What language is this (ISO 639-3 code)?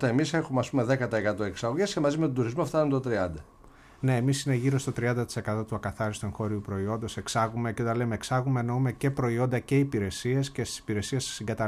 ell